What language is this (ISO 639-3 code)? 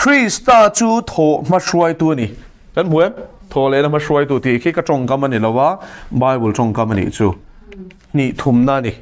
lus